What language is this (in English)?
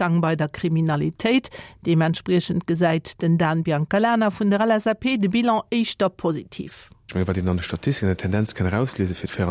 Luxembourgish